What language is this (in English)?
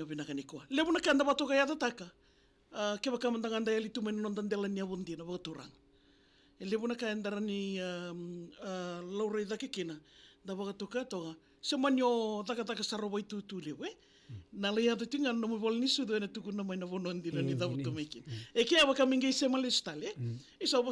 Fijian